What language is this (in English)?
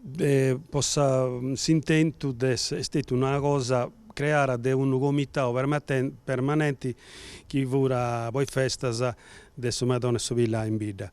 Sardinian